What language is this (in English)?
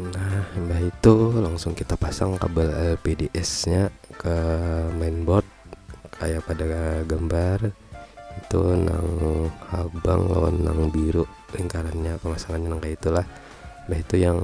Banjar